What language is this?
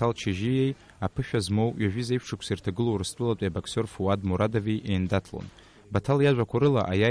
Abkhazian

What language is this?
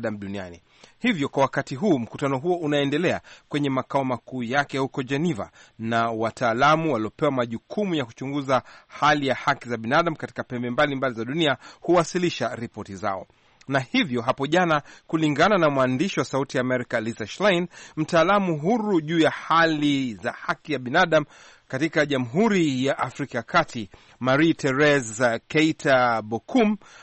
Swahili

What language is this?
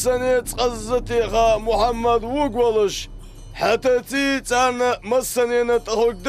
Ingush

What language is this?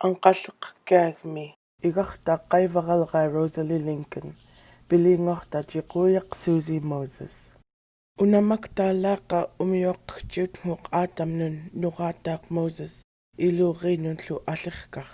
Central Yupik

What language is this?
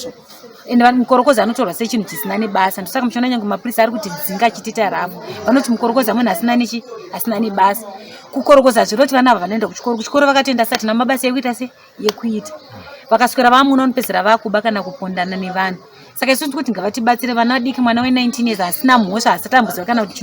Shona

